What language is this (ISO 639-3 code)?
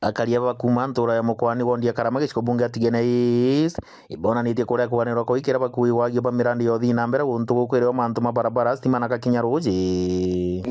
mer